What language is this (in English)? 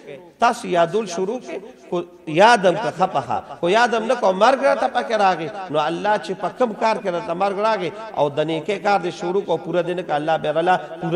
Pashto